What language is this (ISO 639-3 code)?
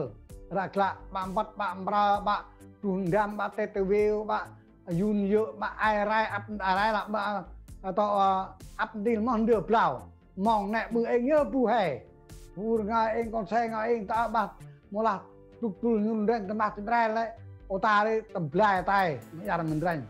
cmo